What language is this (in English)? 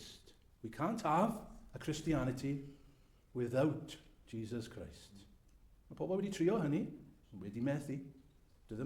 Welsh